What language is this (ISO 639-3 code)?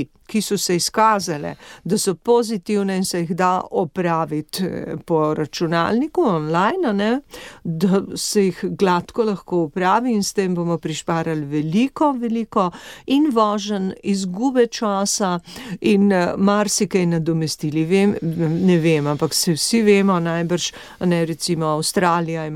slv